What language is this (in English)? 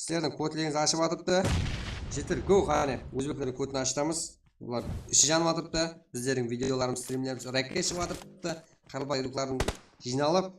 Kara-Kalpak